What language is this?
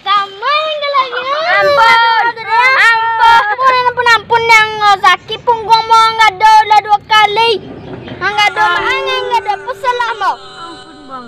Minangkabau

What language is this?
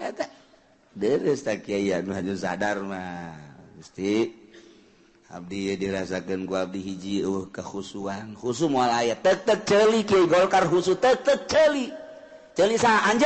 Sundanese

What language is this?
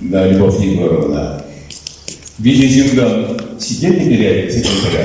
Chuvash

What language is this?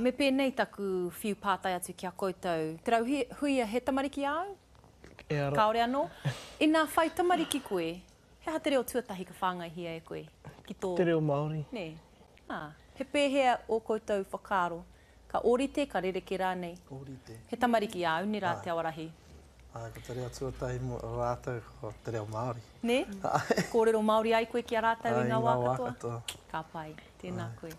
Māori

